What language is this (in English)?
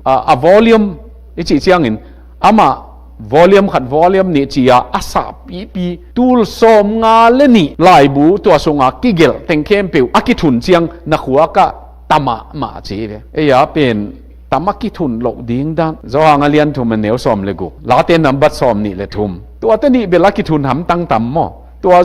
Tedim Chin